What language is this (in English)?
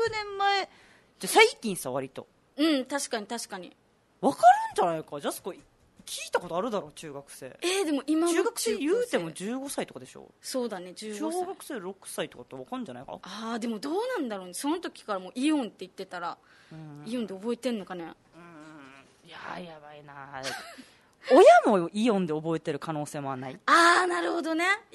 Japanese